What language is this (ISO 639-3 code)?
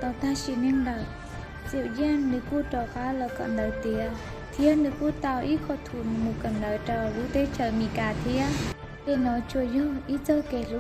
hmn